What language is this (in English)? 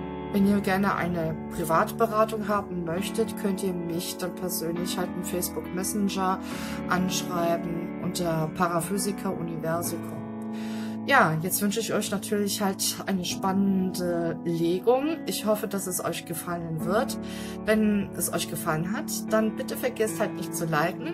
German